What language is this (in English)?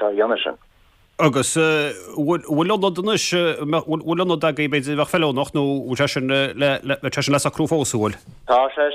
Irish